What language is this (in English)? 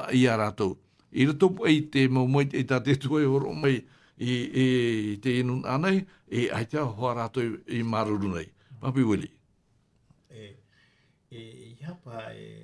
Tahitian